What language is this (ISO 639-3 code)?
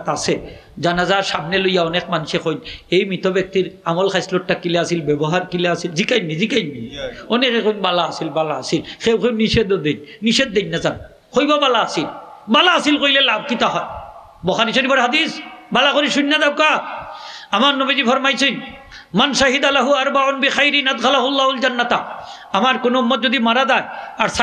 syl